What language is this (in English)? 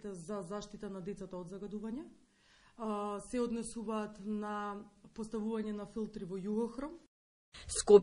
Macedonian